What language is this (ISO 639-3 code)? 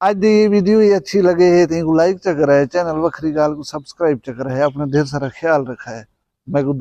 skr